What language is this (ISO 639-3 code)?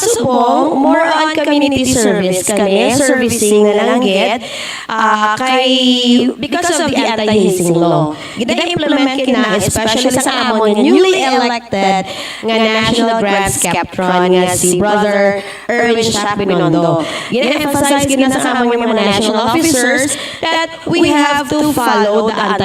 hil